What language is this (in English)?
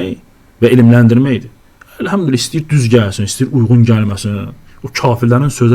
Azerbaijani